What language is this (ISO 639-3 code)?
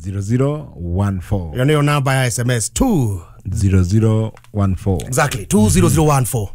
kik